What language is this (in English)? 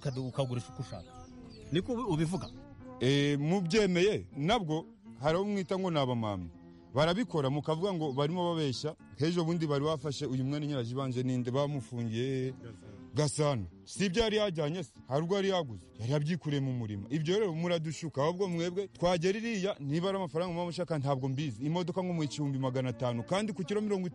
Kinyarwanda